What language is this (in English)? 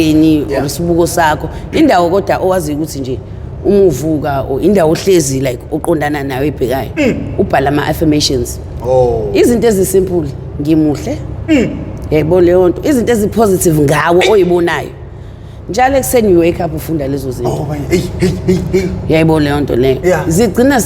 Zulu